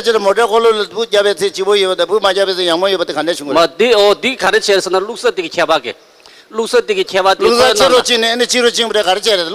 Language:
Tibetan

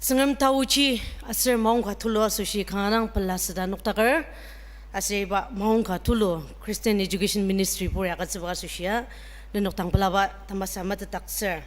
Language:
Ao Naga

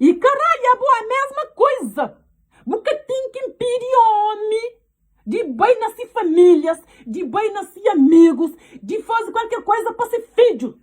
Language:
Kabuverdianu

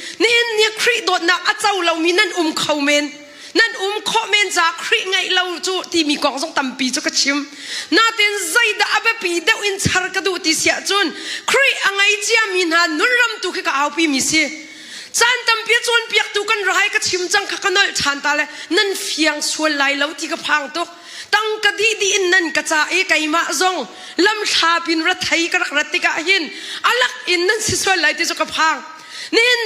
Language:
Hakha Chin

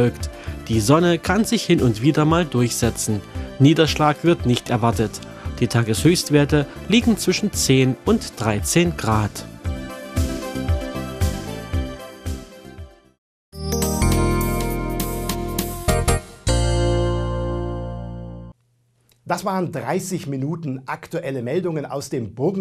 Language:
German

